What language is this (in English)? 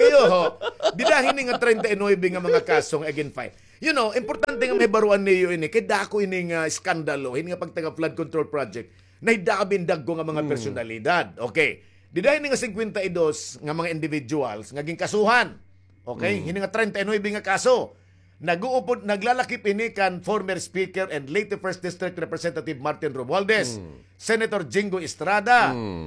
Waray